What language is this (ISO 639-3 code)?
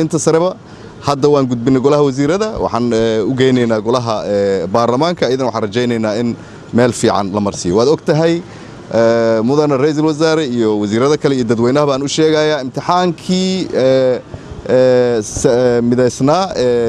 som